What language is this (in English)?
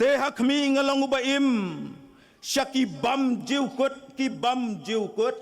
Khasi